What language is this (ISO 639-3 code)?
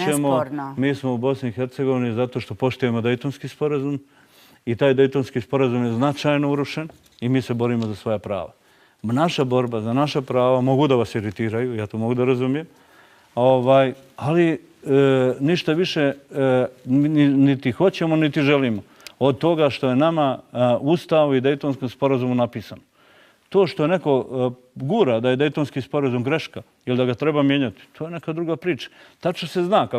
bos